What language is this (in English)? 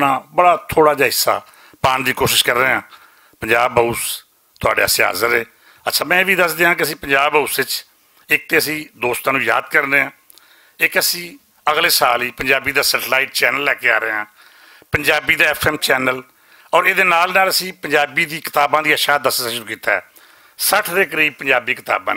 Western Panjabi